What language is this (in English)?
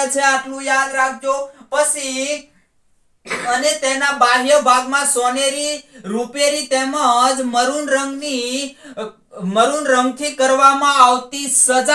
Gujarati